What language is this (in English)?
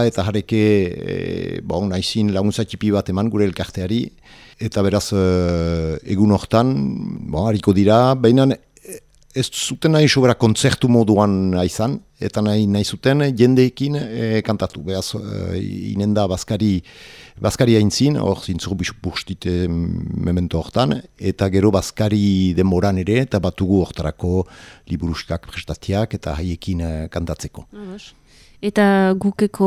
Basque